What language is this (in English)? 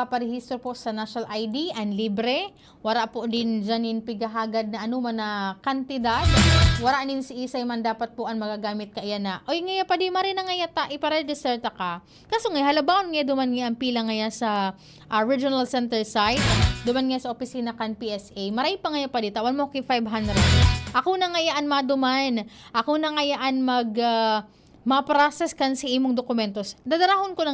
Bikol